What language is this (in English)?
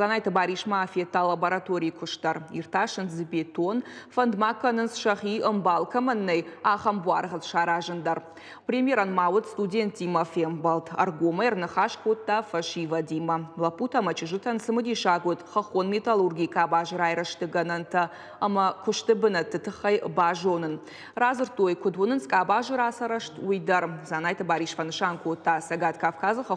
Ossetic